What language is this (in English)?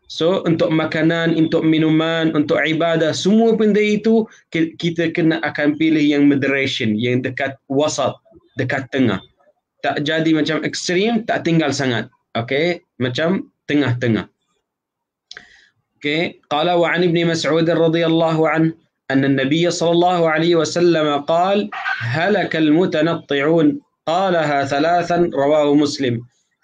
Malay